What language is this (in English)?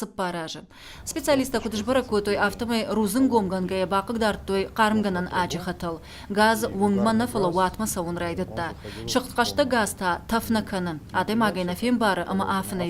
Ossetic